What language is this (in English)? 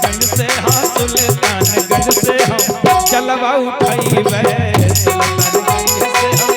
Magahi